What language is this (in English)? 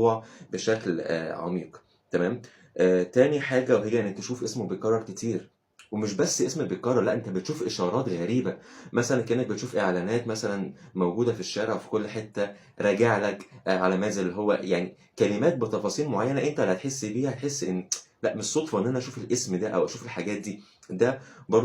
Egyptian Arabic